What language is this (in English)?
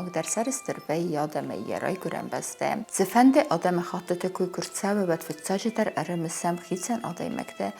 Ossetic